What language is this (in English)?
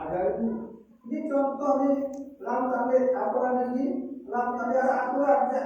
Sasak